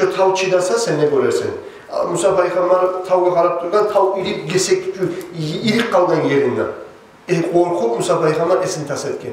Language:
Kumyk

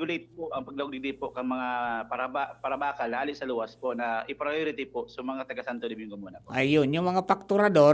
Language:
Bikol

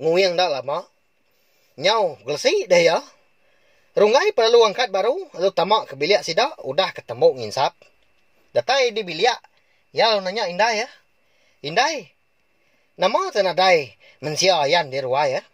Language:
Iban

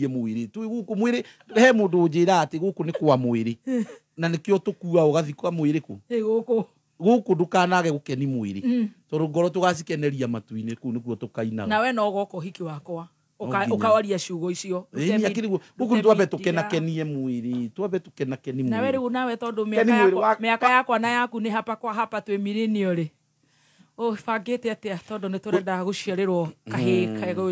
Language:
Kikuyu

